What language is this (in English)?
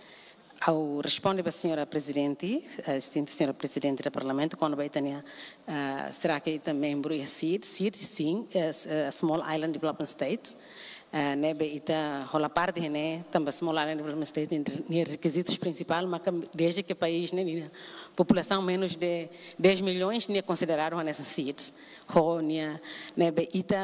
Tetum